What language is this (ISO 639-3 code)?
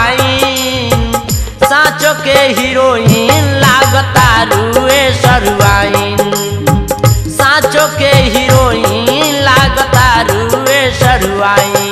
bho